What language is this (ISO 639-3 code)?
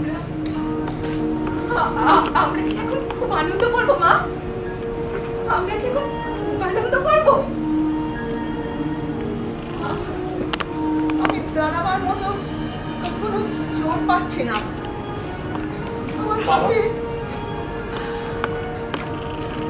ben